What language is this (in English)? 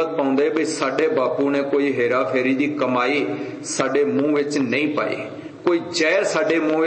Punjabi